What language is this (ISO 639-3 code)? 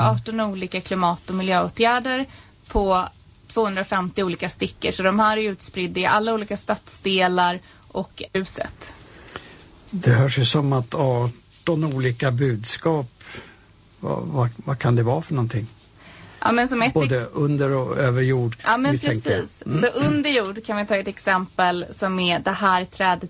swe